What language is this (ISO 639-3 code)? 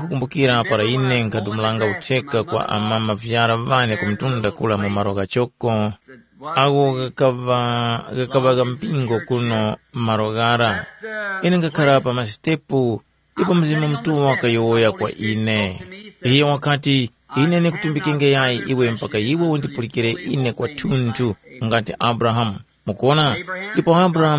tum